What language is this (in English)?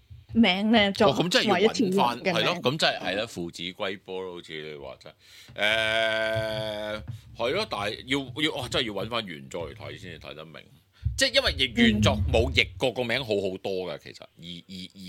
Cantonese